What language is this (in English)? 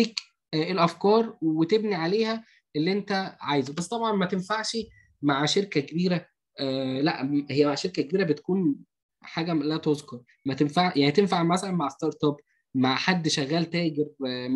Egyptian Arabic